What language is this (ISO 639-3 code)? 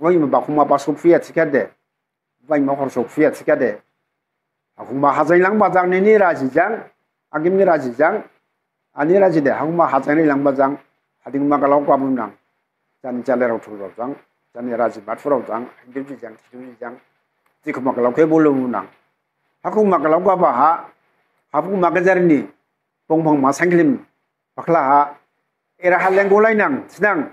dis